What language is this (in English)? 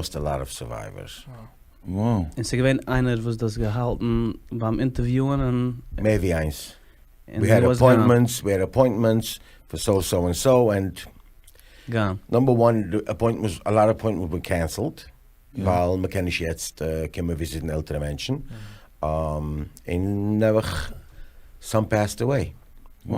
Yiddish